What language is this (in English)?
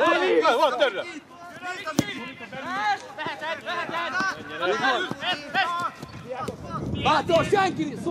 Hungarian